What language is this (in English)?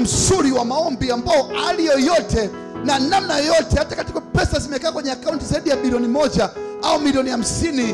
Swahili